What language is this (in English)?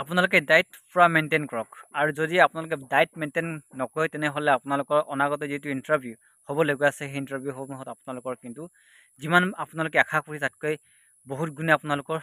Assamese